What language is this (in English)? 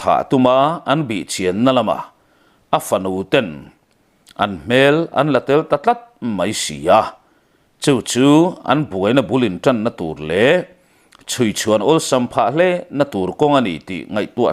Mizo